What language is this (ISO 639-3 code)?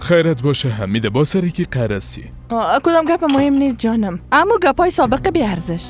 fas